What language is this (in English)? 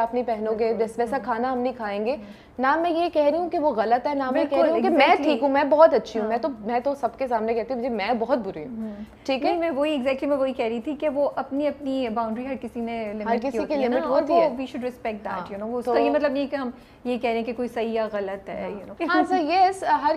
Urdu